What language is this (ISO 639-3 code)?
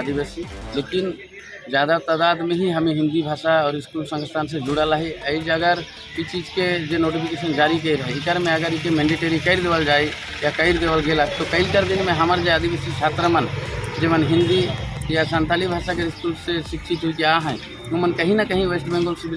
sck